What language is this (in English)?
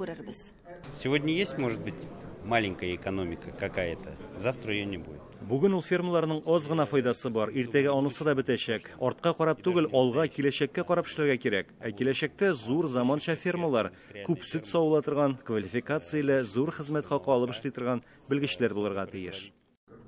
Tatar